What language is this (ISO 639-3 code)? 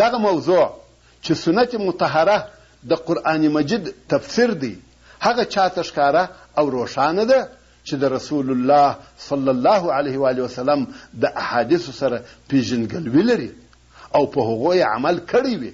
pus